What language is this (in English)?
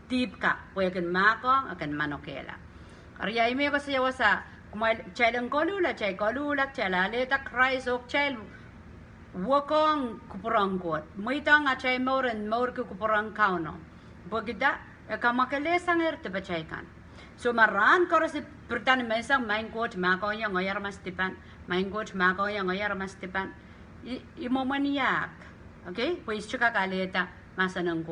Pohnpeian